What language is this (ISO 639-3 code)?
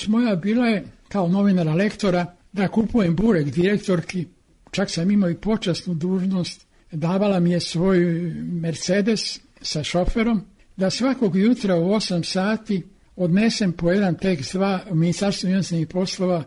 srp